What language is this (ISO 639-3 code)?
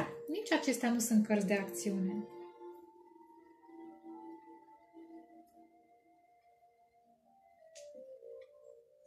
ron